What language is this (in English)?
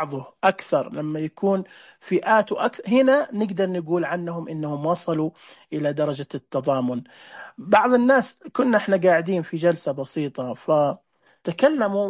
Najdi Arabic